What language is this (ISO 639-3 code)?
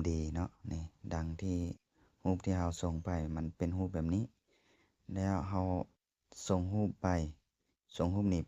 lao